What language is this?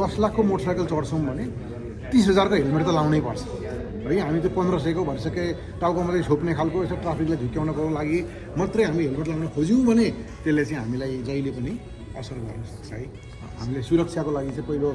Nepali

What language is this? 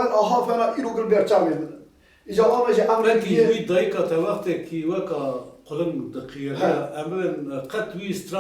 Kurdish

